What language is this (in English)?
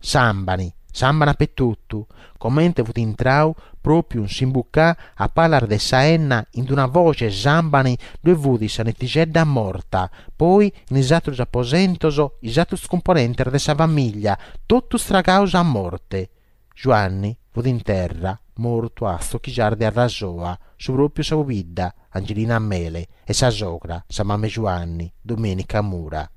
Sardinian